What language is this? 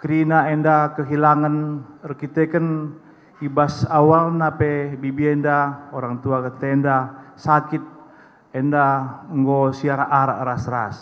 Batak Karo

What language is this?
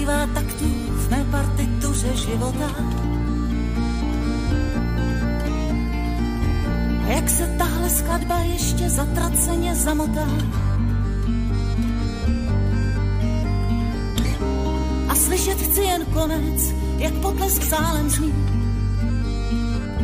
Czech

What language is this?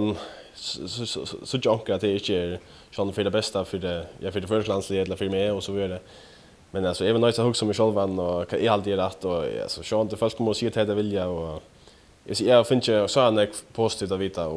Faroese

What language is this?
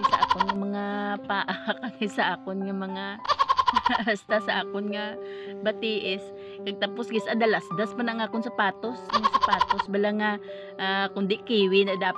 Hiligaynon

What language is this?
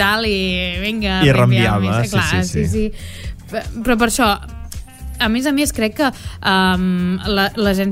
Catalan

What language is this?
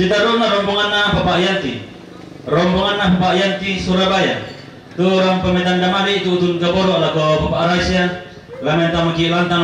Toraja-Sa'dan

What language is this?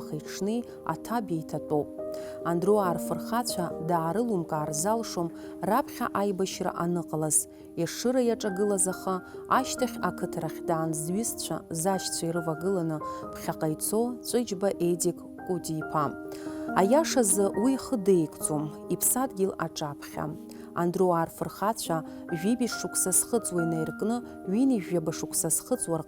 Abkhazian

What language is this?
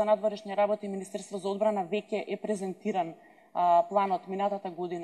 Macedonian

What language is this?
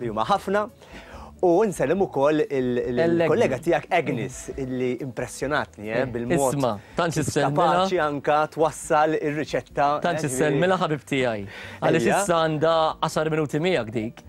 Maltese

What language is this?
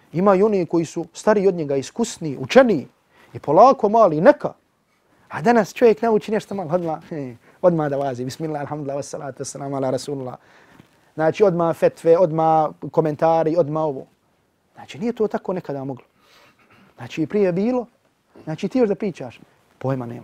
Bosnian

